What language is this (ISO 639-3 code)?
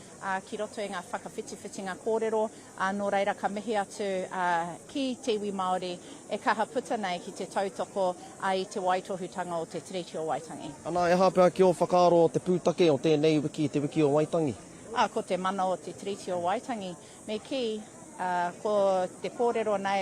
mri